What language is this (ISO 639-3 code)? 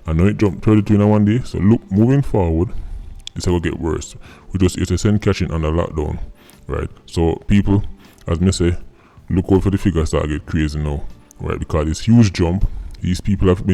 jam